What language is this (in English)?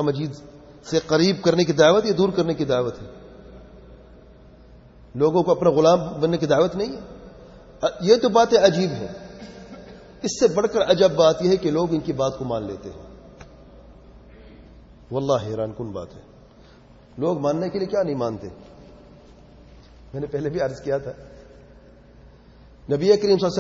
Urdu